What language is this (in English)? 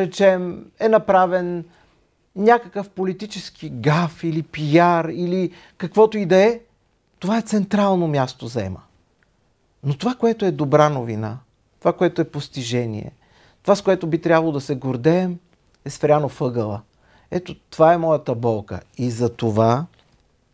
Bulgarian